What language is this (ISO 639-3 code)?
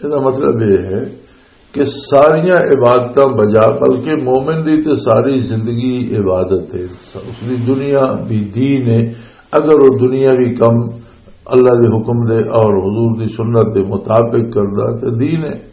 lah